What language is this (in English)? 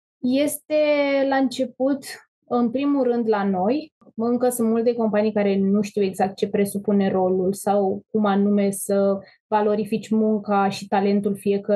Romanian